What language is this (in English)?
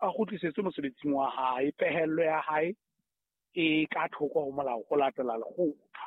Southern Sotho